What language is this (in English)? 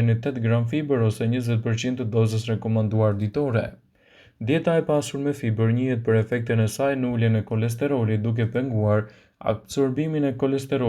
Albanian